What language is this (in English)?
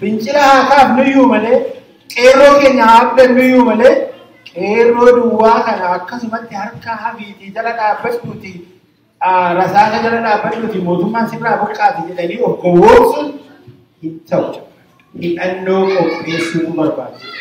Oromo